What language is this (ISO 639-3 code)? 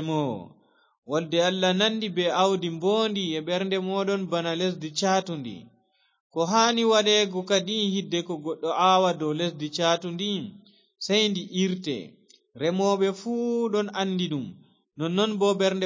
ful